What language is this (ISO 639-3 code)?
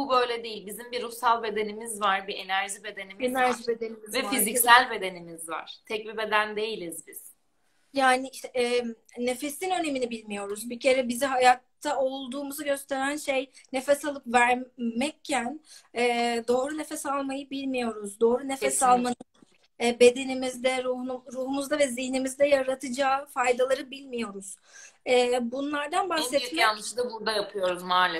tur